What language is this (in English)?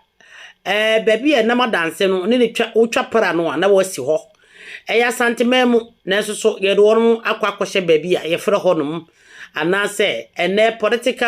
Akan